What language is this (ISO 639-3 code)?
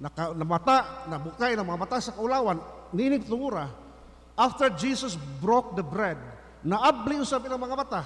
ceb